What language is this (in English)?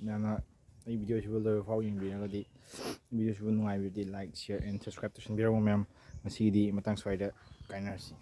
Manipuri